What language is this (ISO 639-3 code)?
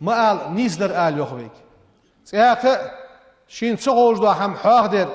inh